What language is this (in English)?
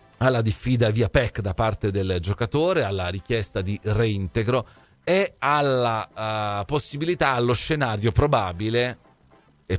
Italian